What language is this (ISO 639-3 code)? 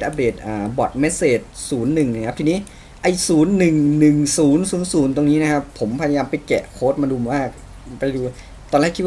tha